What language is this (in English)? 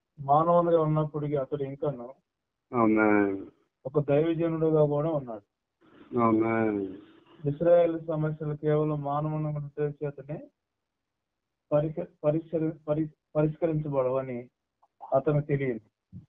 Telugu